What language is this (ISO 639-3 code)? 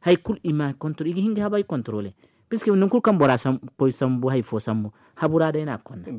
dje